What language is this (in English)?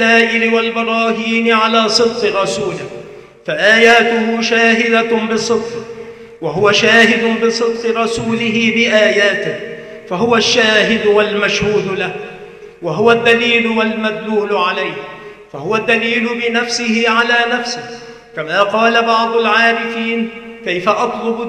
Arabic